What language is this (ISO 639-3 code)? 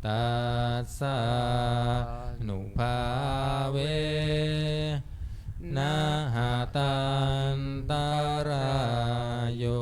pli